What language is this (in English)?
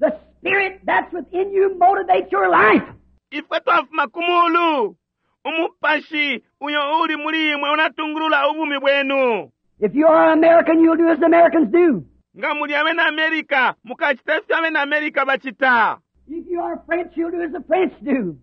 Bemba